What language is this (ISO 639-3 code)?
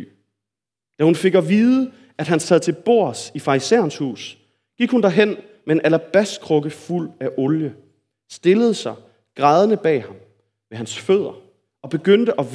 dan